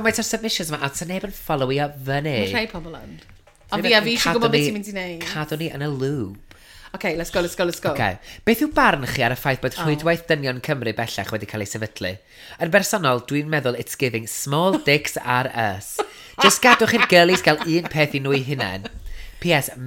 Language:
Welsh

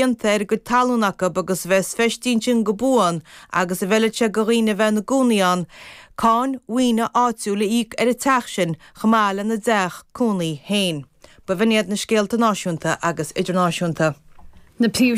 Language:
Irish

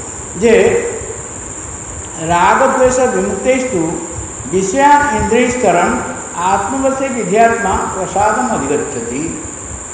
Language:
Odia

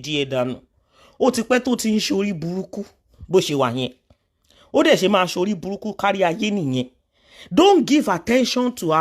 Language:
Yoruba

